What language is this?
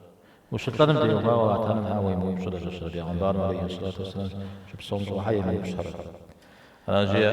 Kabardian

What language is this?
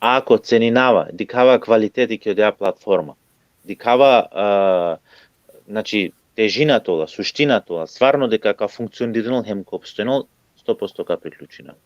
Balkan Romani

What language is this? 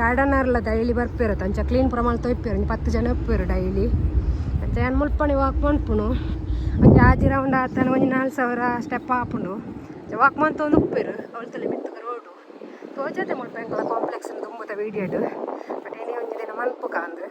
Tulu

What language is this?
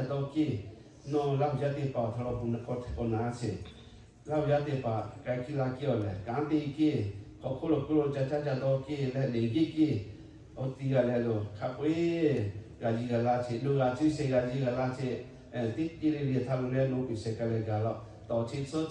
Lahu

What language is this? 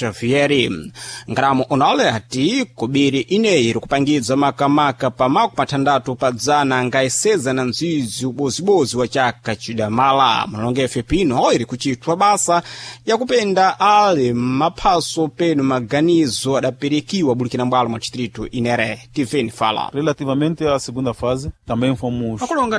Sena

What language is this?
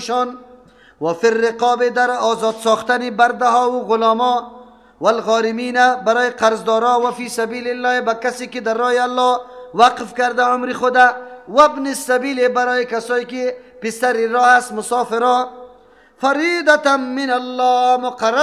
Persian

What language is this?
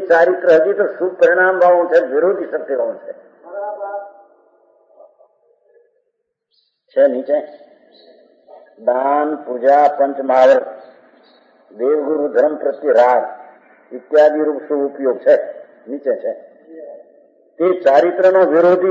Gujarati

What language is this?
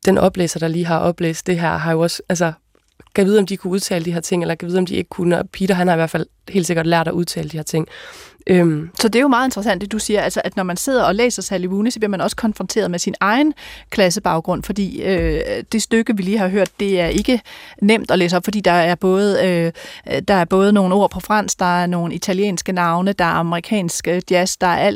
Danish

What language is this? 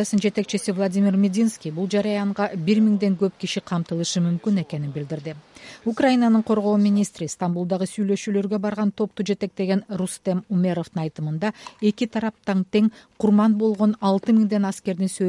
Kyrgyz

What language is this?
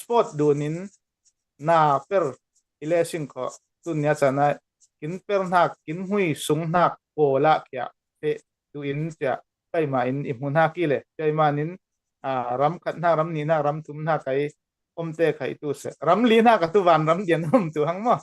Falam Chin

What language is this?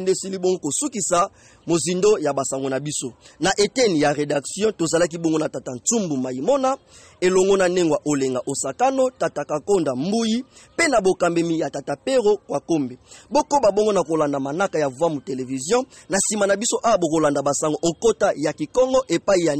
Lingala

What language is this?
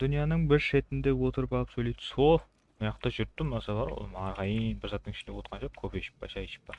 Kara-Kalpak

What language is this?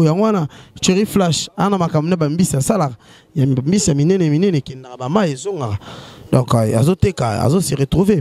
Lingala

